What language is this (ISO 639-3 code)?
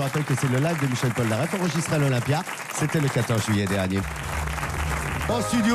fra